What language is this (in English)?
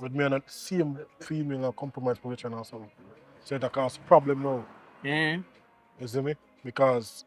Jamaican Creole English